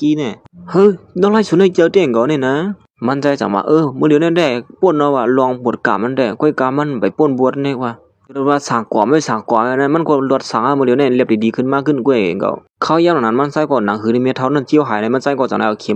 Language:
Shan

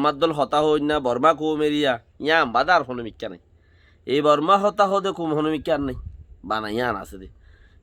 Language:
Rohingya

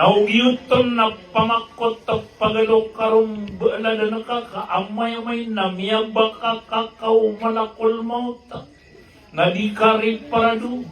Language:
Maranao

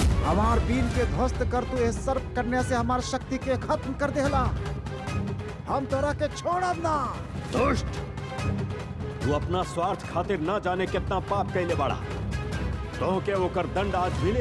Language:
Bhojpuri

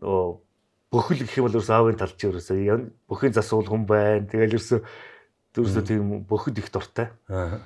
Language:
Mongolian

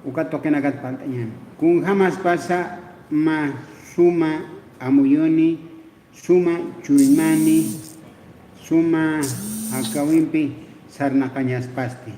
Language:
Aymara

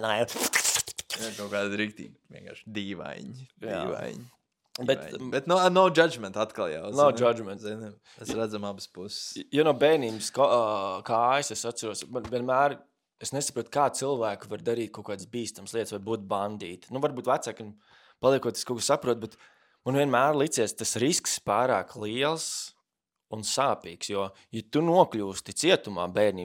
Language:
Latvian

